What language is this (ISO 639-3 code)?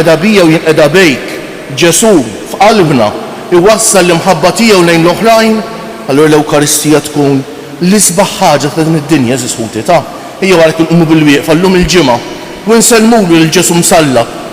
mlt